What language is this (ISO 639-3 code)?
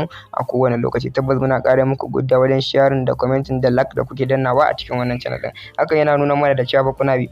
hau